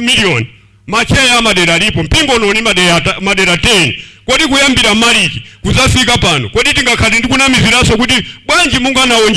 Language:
Nyanja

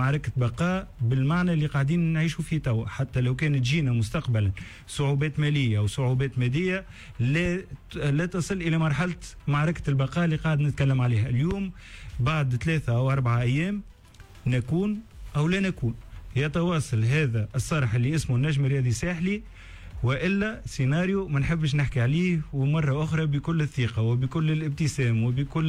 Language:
Tunisian Arabic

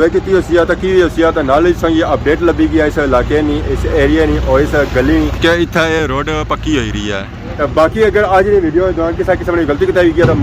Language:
Pahari-Potwari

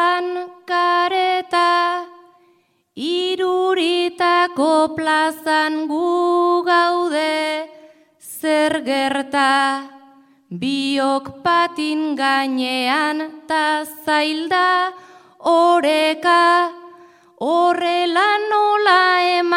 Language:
Basque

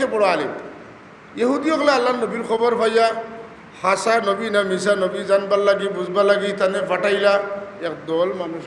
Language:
Sylheti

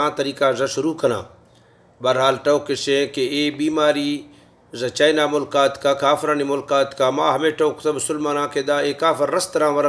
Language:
Baluchi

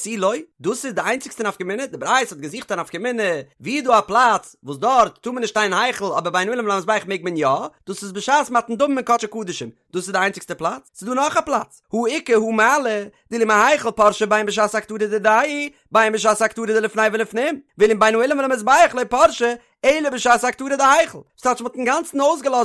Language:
Yiddish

